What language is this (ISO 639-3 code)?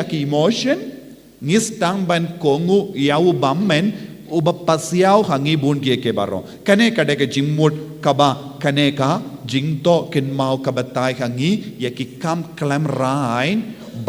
kha